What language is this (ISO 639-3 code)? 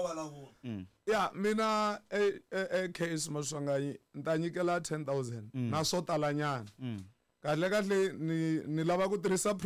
tso